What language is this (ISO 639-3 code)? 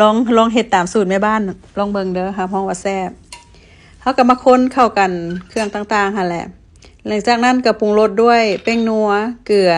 lao